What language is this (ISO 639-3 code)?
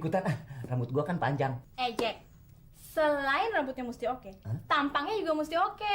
bew